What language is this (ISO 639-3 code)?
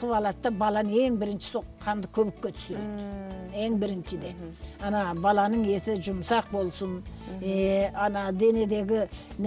kaz